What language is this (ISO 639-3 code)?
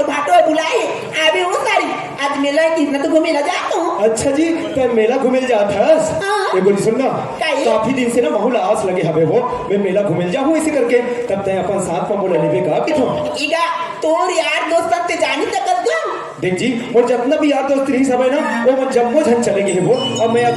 hne